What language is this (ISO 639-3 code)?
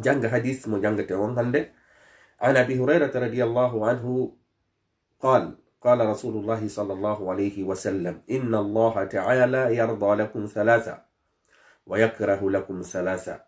ful